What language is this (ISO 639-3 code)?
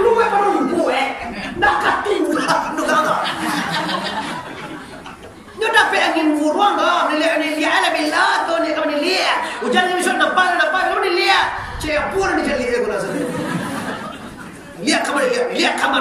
min